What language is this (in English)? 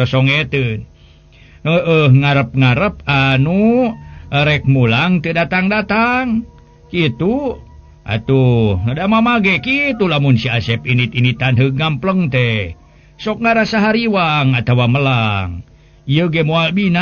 Sundanese